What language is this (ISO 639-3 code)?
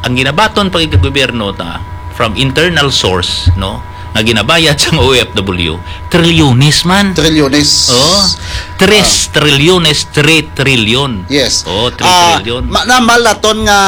hil